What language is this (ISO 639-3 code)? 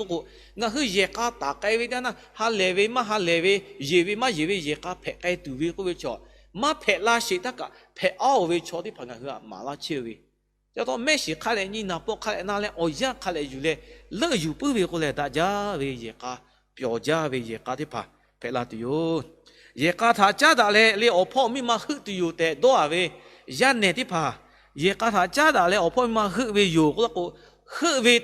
lhu